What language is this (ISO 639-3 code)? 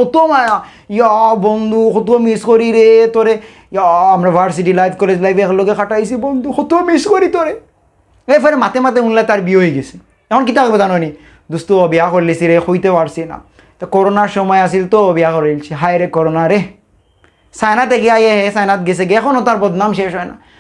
syl